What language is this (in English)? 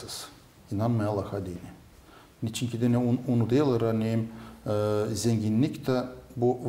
Gagauz